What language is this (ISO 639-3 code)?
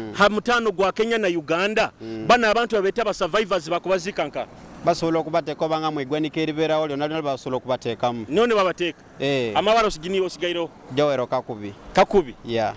nyo